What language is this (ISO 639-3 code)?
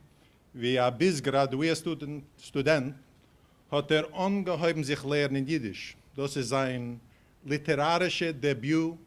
yid